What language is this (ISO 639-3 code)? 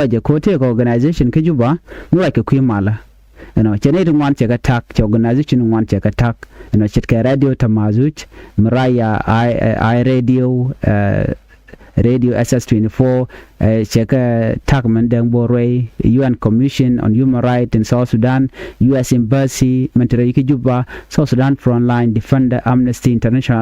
nus